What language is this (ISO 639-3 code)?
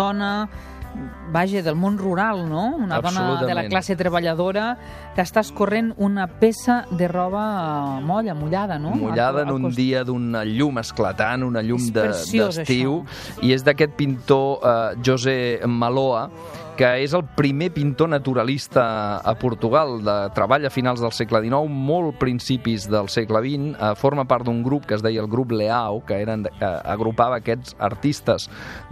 cat